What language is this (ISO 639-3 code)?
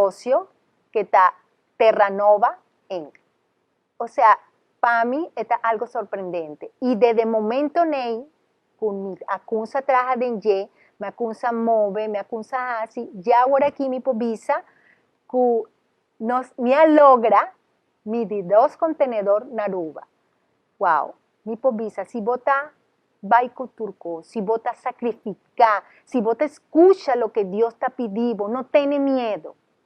pap